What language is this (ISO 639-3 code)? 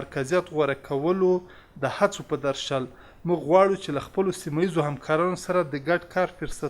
pus